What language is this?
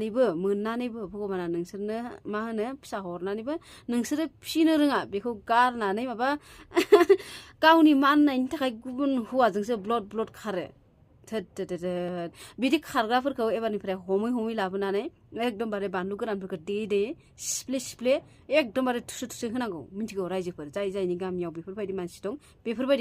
Bodo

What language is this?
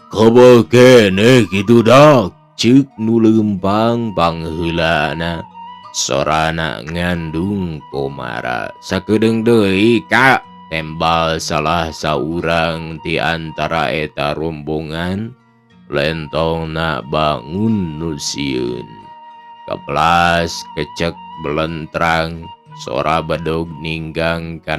Sundanese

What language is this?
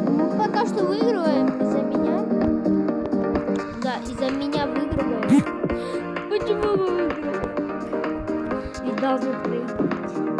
Russian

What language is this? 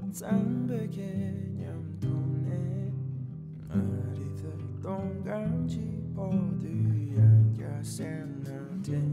Tibetan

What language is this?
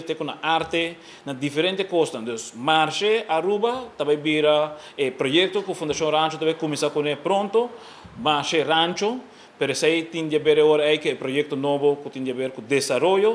Papiamento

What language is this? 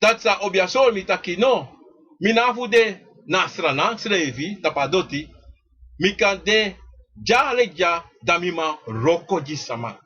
Sranan Tongo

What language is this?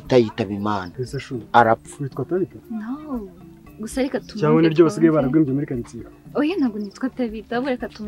Kinyarwanda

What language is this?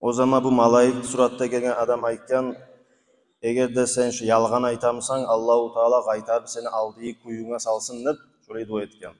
Kumyk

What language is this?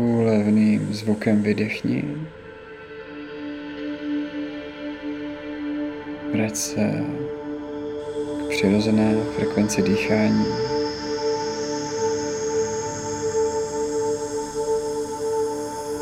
Czech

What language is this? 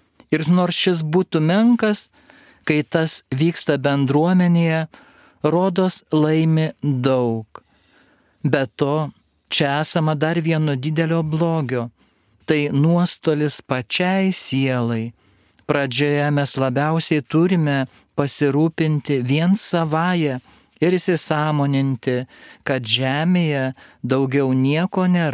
Lithuanian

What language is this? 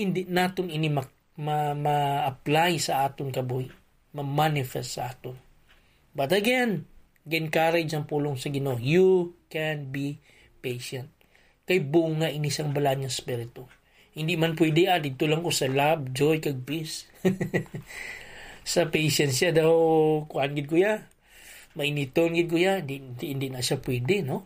Hiligaynon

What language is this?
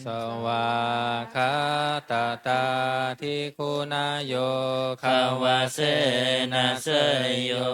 Pali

